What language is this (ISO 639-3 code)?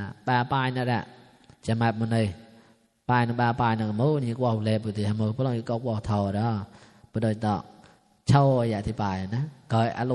mnw